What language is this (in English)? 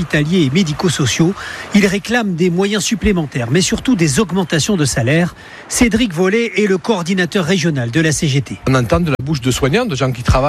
French